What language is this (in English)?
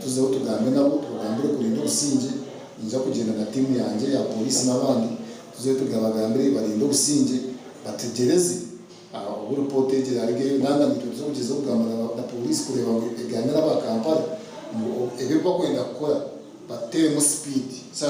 Nyankole